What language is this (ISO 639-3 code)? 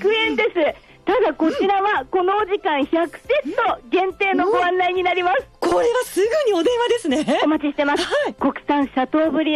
jpn